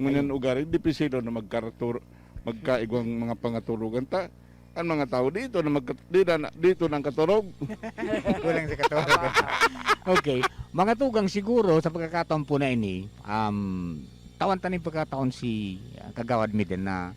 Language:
Bikol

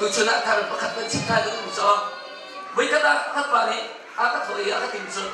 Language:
Hakha Chin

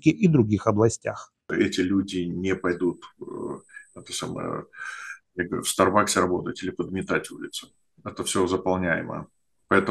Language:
Russian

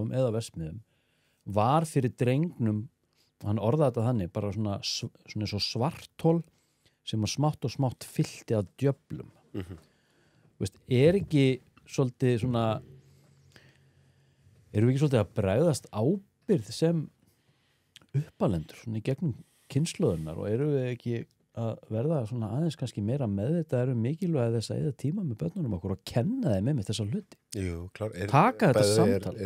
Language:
Icelandic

